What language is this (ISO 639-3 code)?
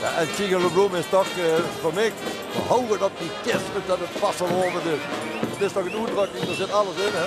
lim